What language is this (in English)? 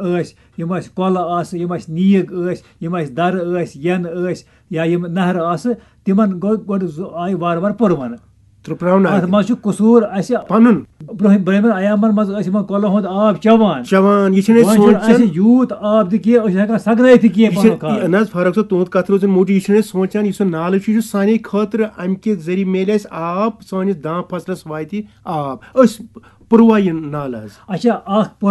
Kashmiri